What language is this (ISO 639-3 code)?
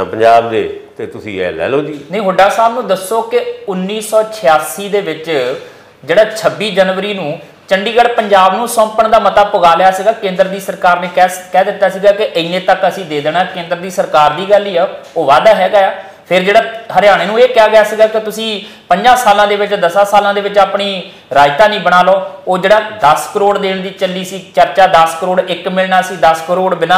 pan